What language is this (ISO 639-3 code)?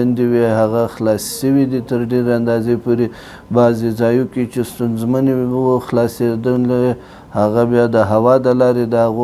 pus